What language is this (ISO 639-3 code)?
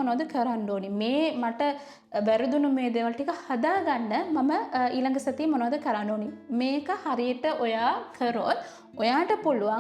sin